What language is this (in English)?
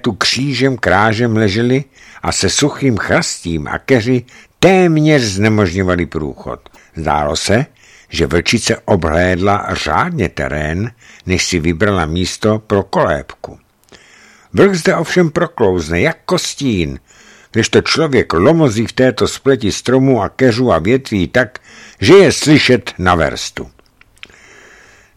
Czech